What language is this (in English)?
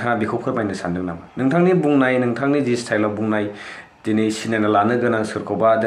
Bodo